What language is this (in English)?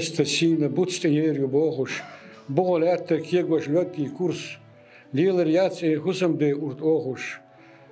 Chechen